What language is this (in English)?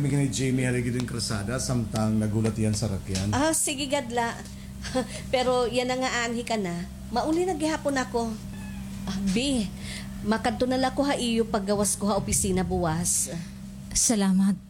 Waray